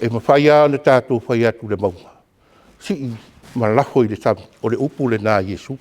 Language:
Samoan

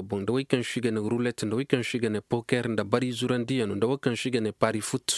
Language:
Koyraboro Senni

